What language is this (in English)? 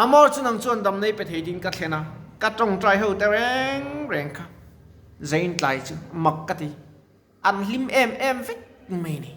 Mizo